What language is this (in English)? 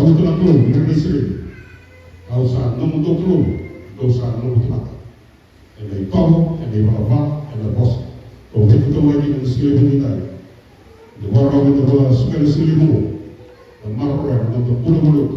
Fijian